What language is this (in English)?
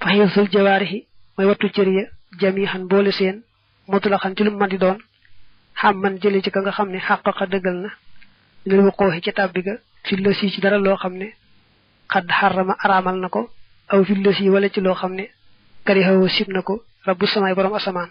Wolof